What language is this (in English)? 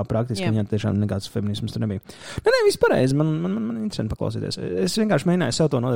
Latvian